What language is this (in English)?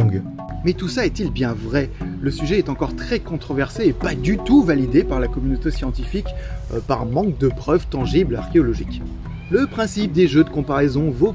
French